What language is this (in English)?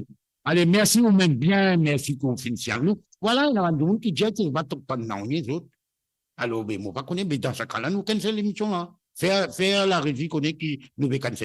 Morisyen